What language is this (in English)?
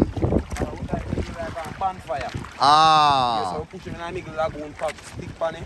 Jamaican Creole English